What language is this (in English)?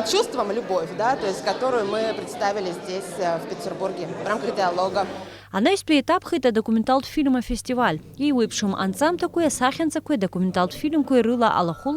Abkhazian